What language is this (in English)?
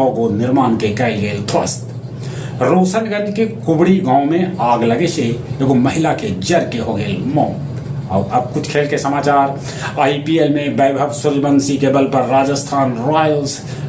Magahi